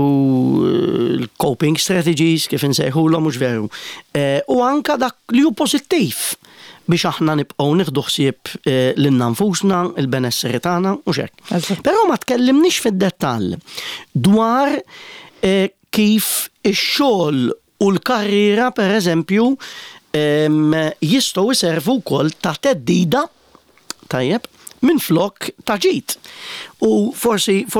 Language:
Maltese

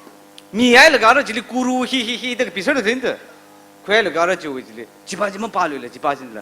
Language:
Tangkhul Naga (India)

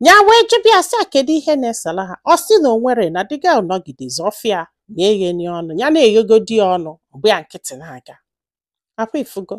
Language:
Igbo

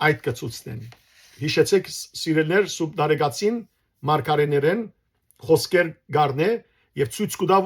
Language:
Western Armenian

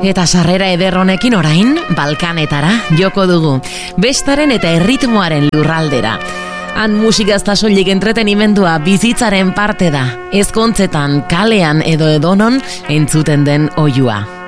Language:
Basque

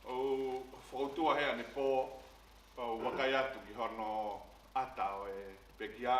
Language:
Tongan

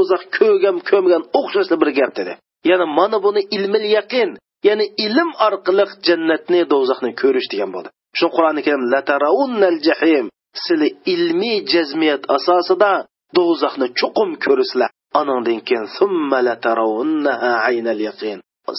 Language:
Uyghur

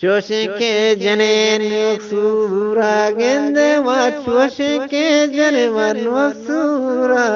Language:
Eastern Balochi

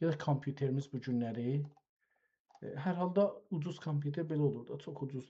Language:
South Azerbaijani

